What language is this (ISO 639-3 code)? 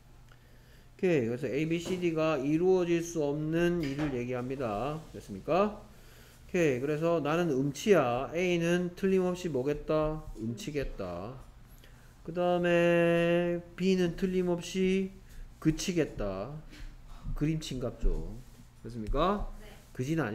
kor